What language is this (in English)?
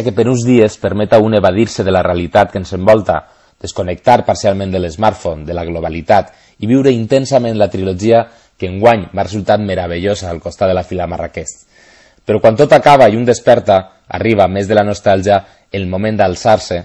Catalan